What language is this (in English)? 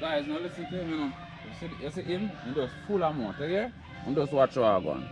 Jamaican Creole English